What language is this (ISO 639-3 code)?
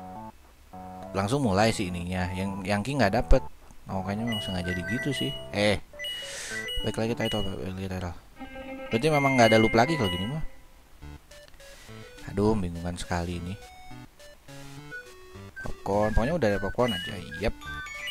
ind